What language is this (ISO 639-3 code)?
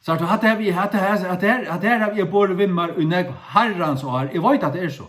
fao